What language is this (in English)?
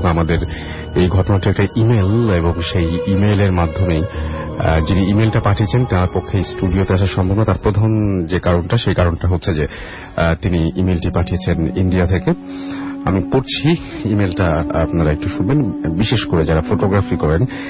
Bangla